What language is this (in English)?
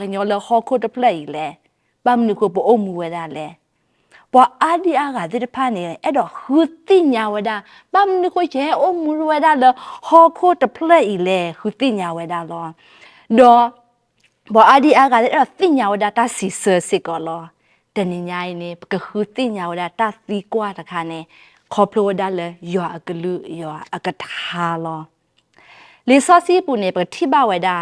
S'gaw Karen